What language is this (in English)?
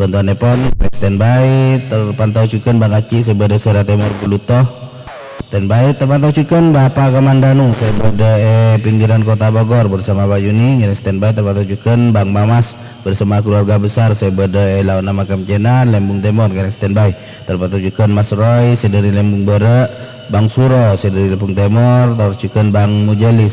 Madurese